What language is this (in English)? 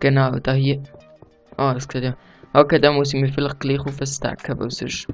Swiss German